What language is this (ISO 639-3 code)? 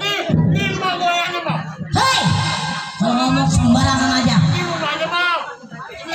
bew